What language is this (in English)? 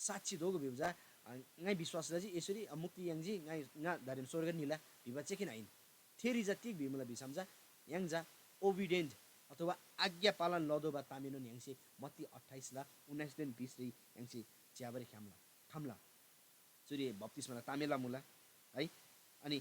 Eastern Tamang